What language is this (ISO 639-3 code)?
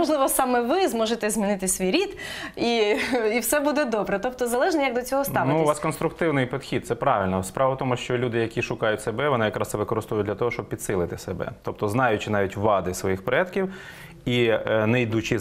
ukr